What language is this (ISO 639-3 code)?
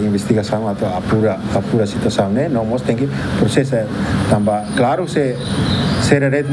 tet